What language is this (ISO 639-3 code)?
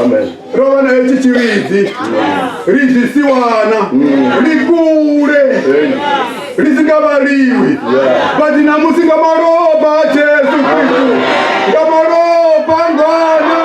ven